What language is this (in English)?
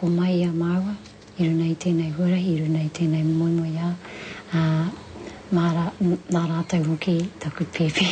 Māori